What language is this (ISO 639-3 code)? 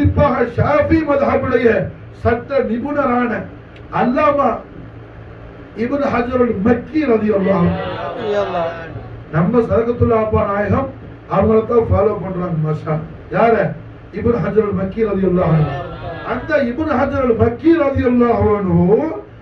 tam